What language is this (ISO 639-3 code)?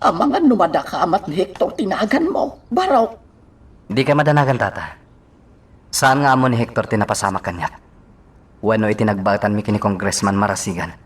ilo